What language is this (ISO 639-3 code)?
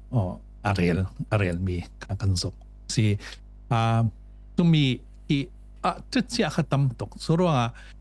cfm